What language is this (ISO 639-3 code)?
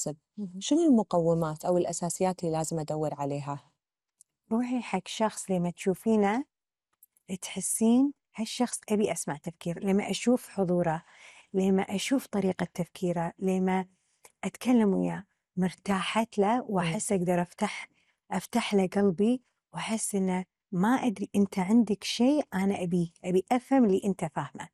afb